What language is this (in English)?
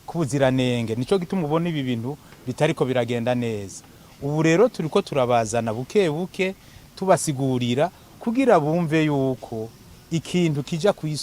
Rundi